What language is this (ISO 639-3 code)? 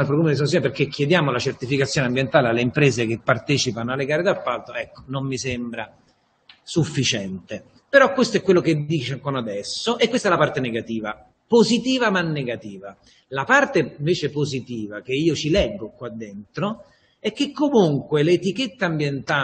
ita